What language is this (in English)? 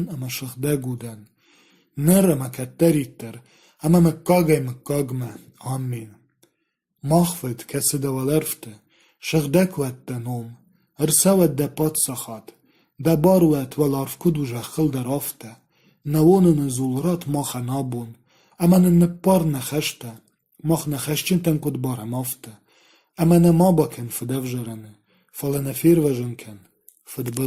Ossetic